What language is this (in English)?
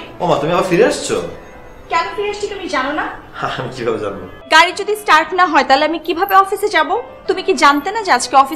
Bangla